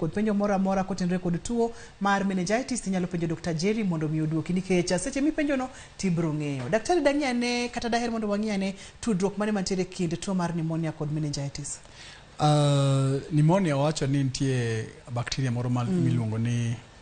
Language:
Luo (Kenya and Tanzania)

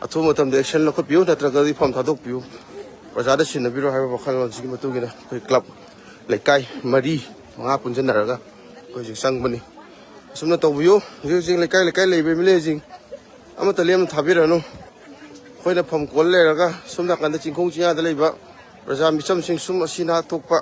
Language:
Manipuri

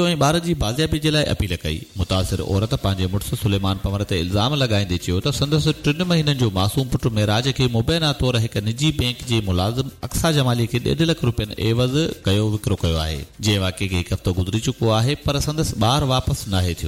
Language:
Sindhi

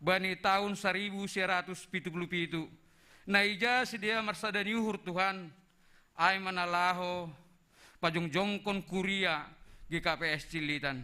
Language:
Batak Simalungun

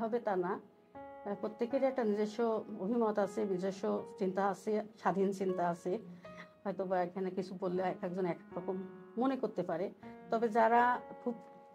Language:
Bangla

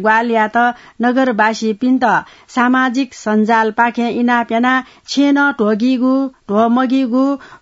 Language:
Newari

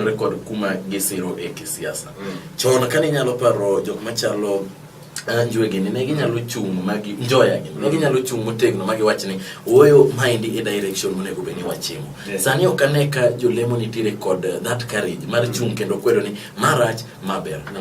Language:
Luo (Kenya and Tanzania)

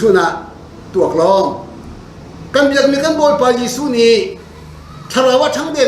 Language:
Hakha Chin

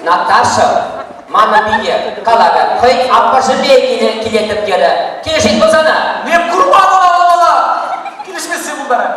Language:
Chuvash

